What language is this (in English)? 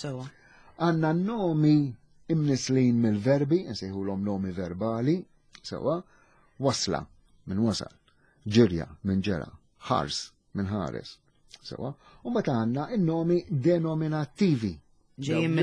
Maltese